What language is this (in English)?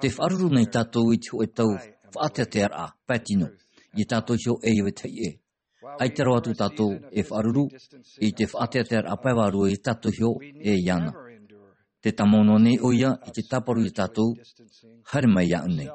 Tahitian